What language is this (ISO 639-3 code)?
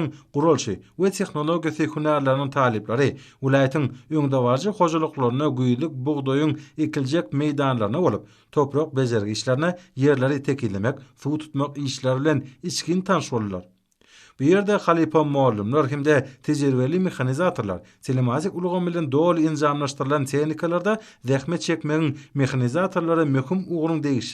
tuk